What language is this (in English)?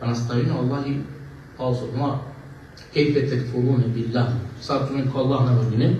Balkan Romani